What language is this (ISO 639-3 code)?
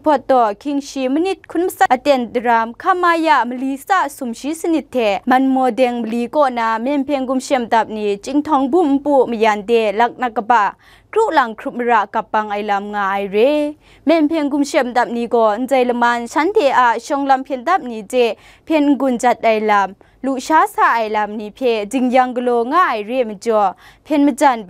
kac